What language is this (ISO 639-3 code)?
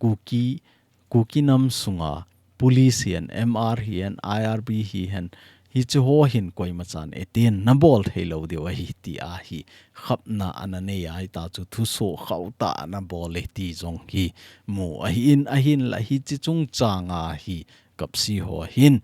tcz